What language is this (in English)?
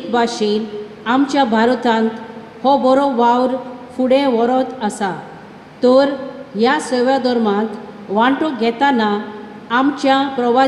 Konkani